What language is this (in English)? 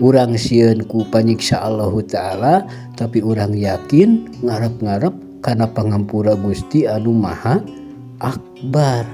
Sundanese